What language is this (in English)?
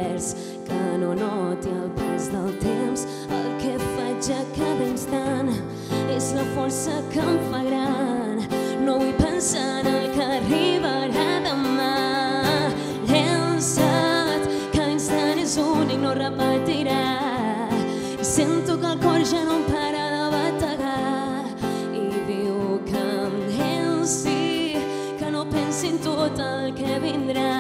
Catalan